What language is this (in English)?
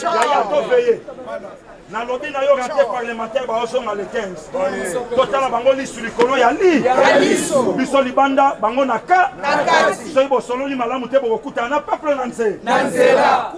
Lingala